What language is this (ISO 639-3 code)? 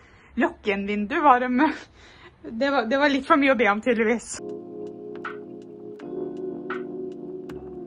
nor